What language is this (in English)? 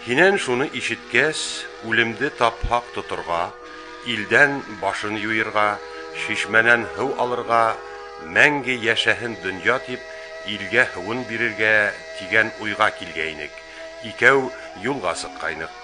Bashkir